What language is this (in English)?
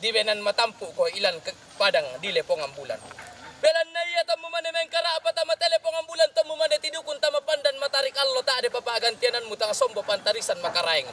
Toraja-Sa'dan